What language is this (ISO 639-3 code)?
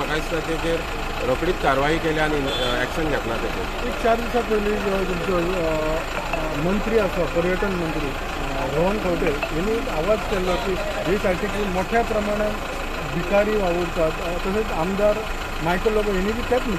kok